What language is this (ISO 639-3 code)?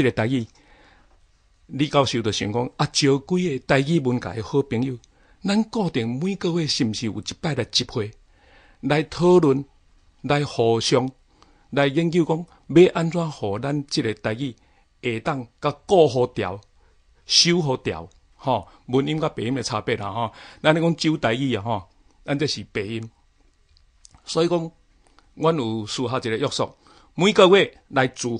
nan